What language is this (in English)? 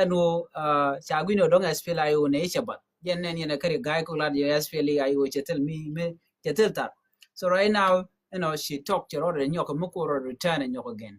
Nuer